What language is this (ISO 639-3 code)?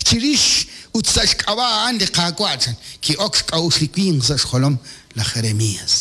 kek